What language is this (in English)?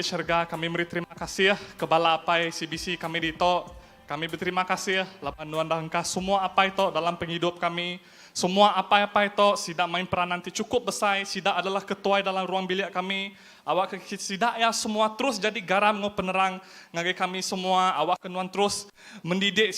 Iban